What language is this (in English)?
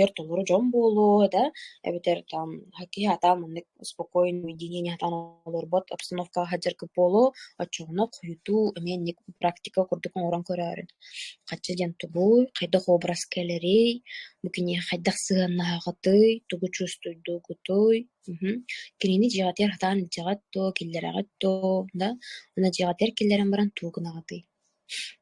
Yakut